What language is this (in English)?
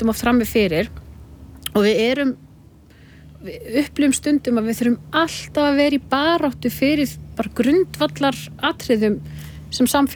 Icelandic